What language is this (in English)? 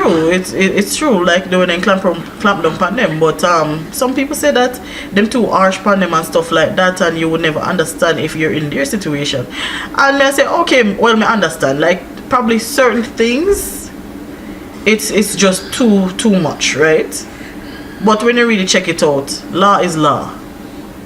Jamaican Creole English